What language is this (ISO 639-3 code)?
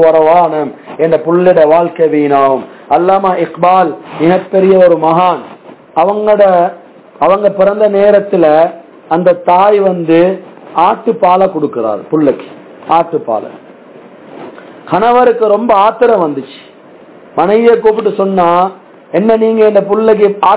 tam